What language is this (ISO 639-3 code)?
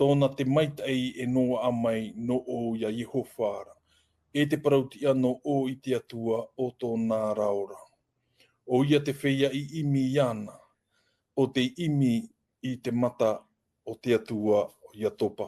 tah